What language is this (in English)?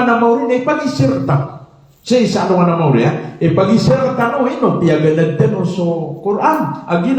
Maranao